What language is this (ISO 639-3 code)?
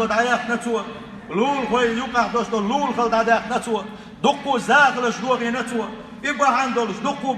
che